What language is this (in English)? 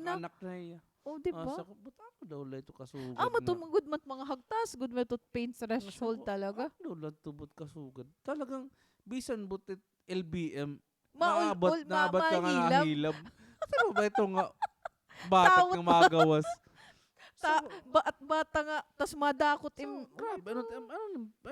Waray